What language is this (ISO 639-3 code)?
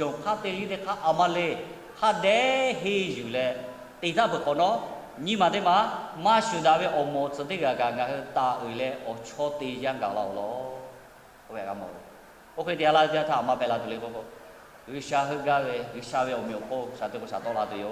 lhu